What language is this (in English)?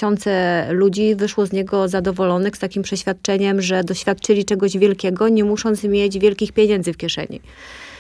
Polish